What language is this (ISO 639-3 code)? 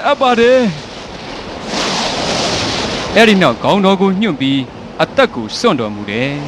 mya